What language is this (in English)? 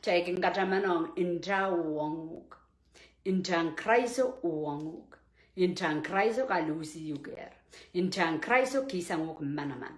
Pohnpeian